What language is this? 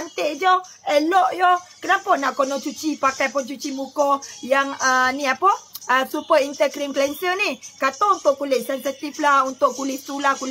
Malay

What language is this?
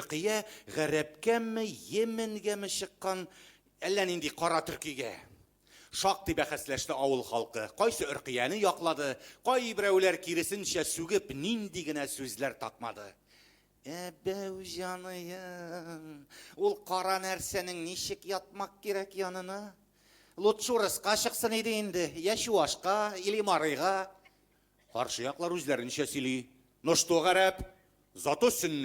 Tatar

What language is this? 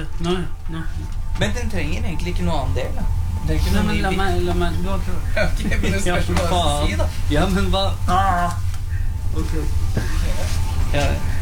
Norwegian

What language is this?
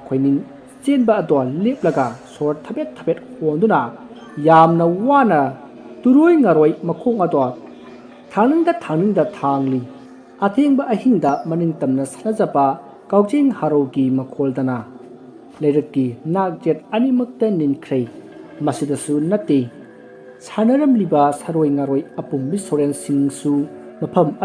Manipuri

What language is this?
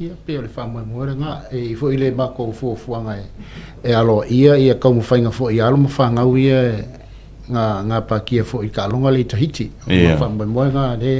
Samoan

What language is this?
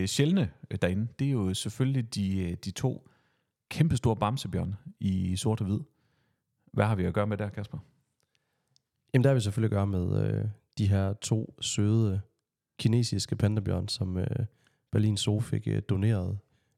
Danish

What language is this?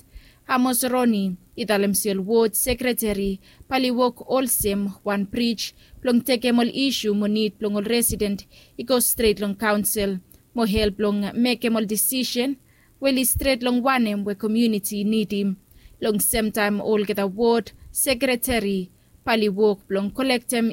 Bislama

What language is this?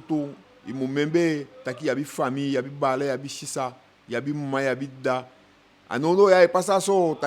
Eastern Maroon Creole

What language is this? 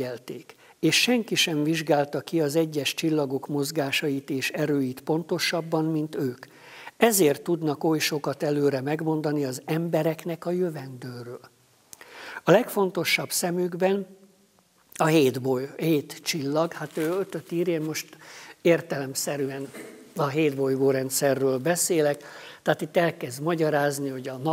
Hungarian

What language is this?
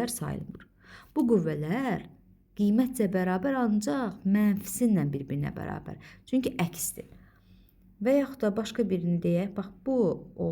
Azerbaijani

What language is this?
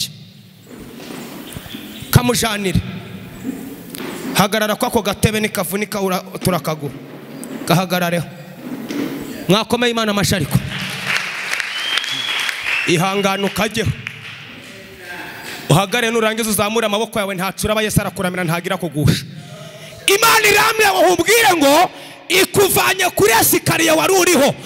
Kinyarwanda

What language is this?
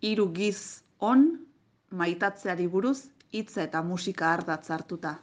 Basque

